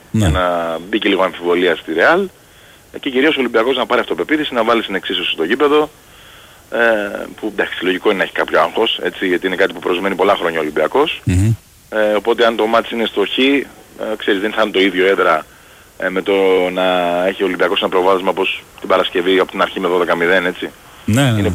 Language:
Greek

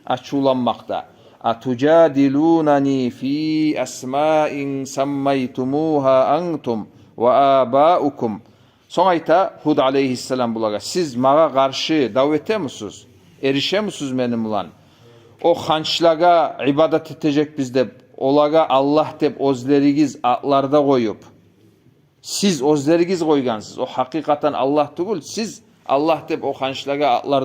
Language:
Kumyk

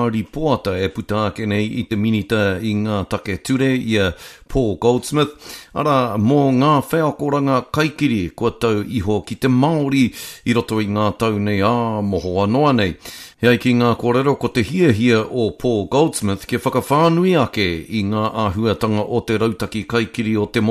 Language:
Māori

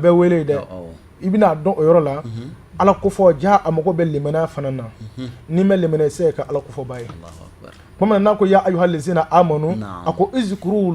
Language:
Bambara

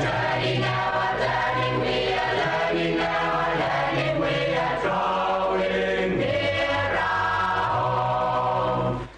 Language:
Gilbertese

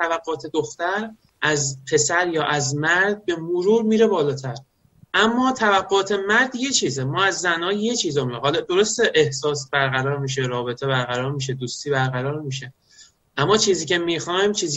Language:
Persian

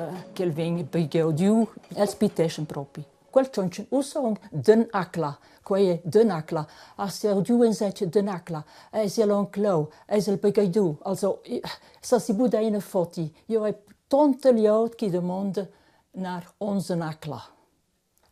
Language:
Romansh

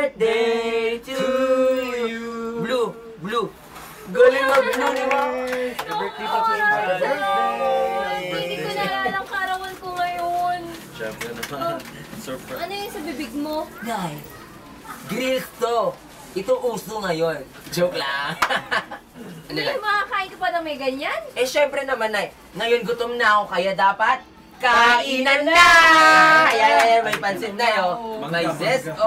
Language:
Filipino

